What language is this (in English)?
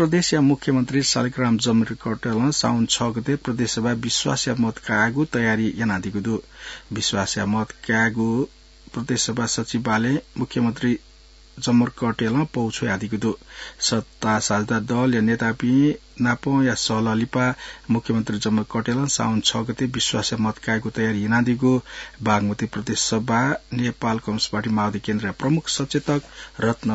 Newari